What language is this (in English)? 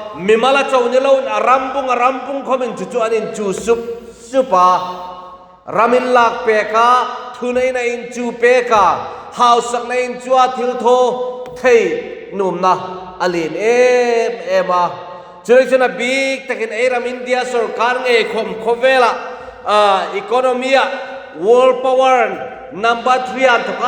Hmar